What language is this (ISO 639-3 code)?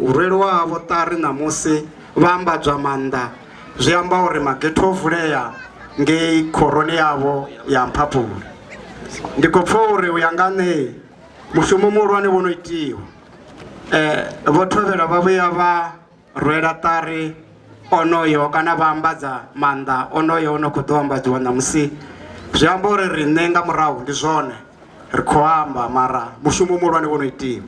ven